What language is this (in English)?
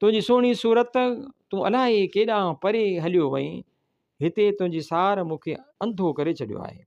Sindhi